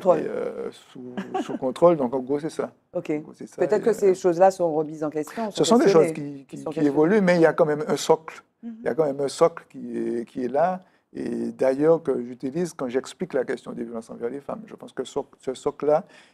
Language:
French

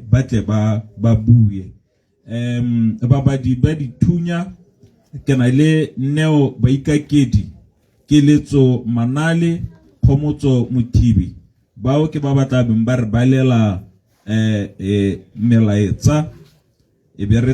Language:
Tswana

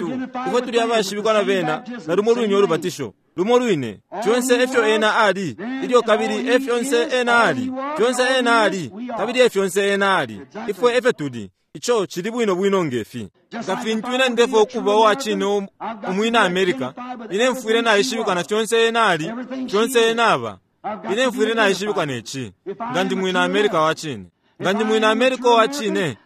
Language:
Bemba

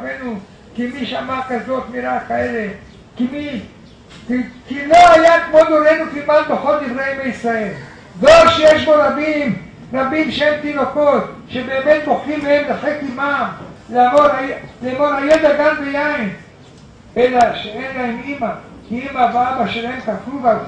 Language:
Hebrew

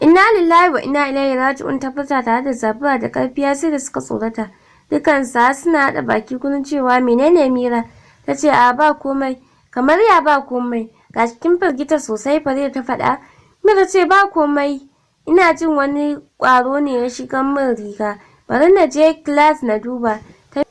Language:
Hausa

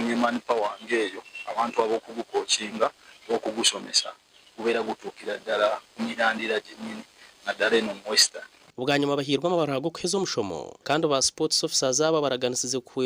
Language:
Nyankole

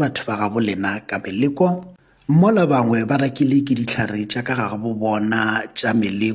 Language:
Northern Sotho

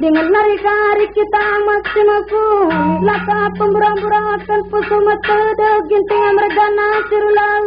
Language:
Batak Karo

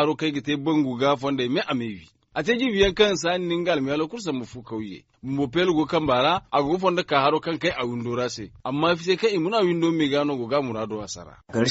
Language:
Zarma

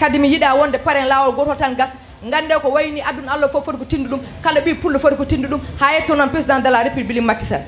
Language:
Fula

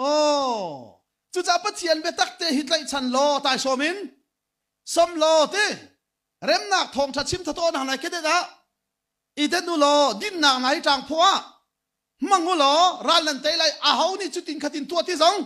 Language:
Hakha Chin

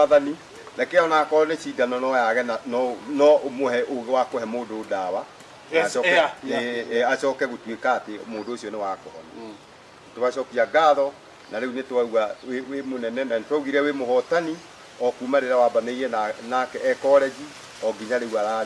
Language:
Kikuyu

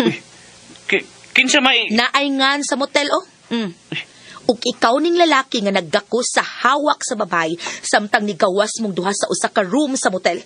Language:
Cebuano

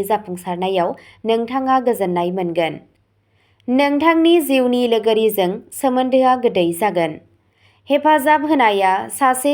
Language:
Bodo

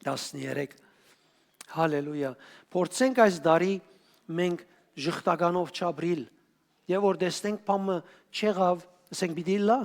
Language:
Western Armenian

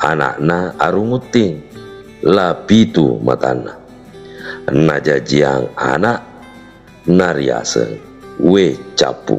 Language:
Buginese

